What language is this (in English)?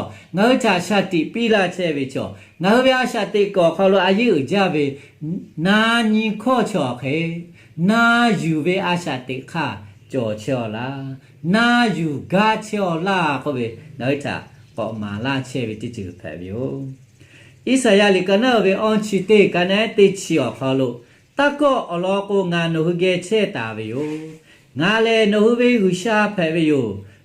Lahu